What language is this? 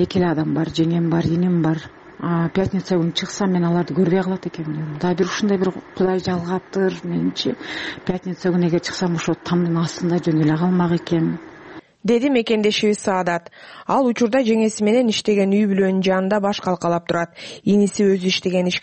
Kyrgyz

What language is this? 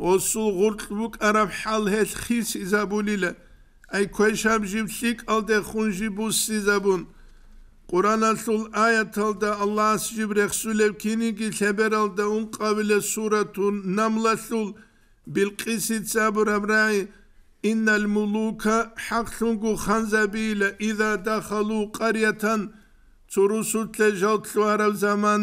Avaric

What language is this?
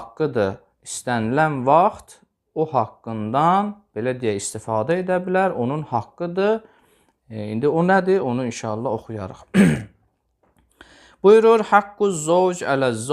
Azerbaijani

